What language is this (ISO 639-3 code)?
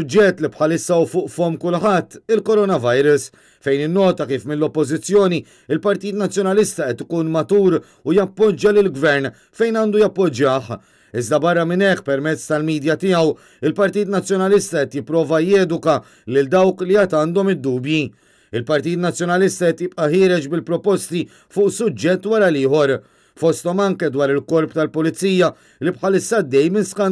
mlt